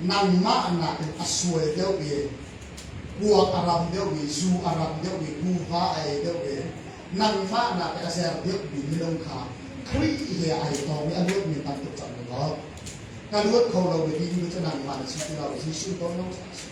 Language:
Hakha Chin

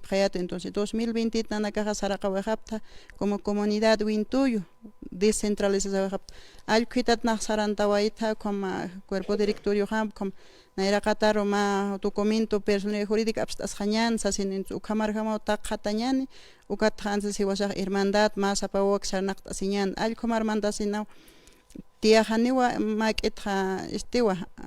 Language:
Aymara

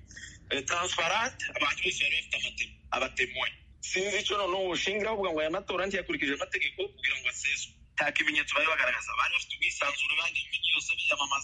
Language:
Kinyarwanda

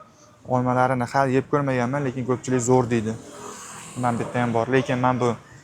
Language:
Uzbek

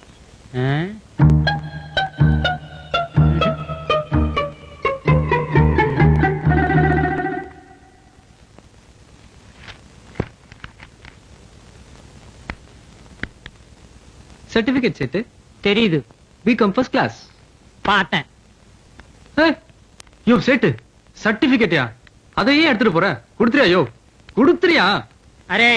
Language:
Tamil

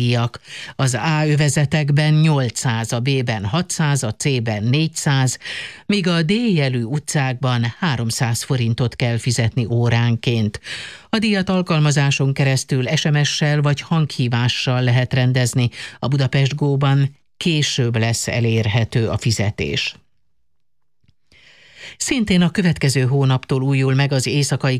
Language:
Hungarian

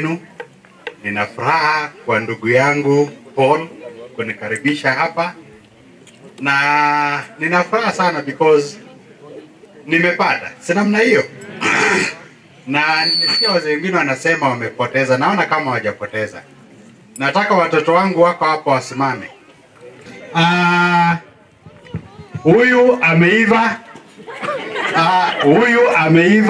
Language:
Swahili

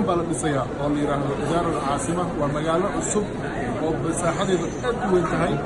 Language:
Somali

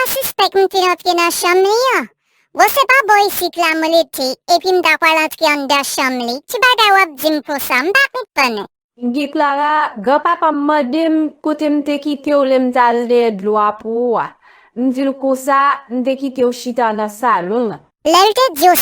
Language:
Haitian Creole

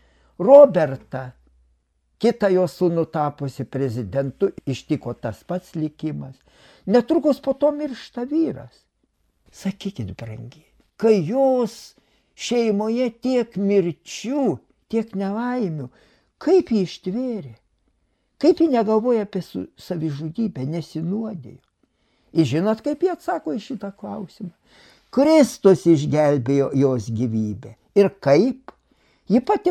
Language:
Lithuanian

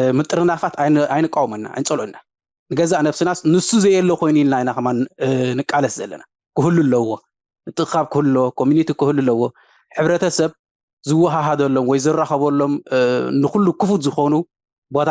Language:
Tigrinya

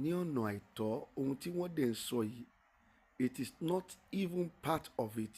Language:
Yoruba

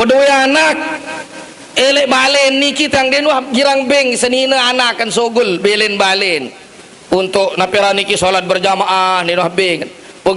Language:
Sasak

